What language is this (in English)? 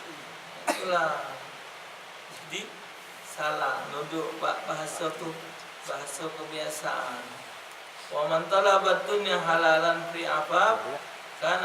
Musi